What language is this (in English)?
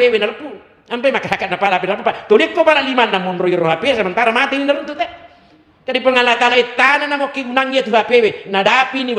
Buginese